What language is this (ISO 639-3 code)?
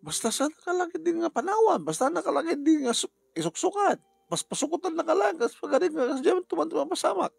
ilo